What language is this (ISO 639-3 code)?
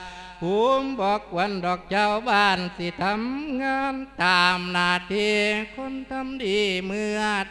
lao